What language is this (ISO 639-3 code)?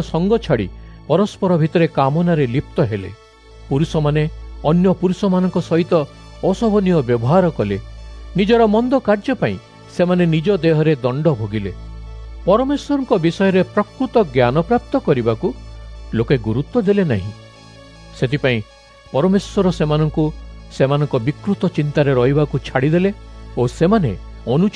ori